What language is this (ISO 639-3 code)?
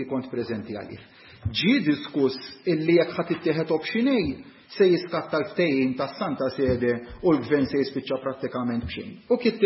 mlt